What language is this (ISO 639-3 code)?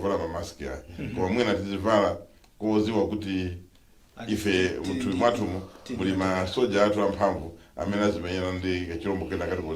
nya